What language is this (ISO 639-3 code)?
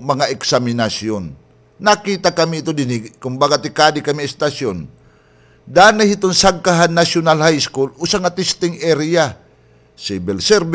war